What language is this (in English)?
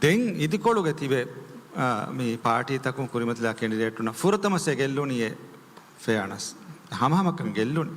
Divehi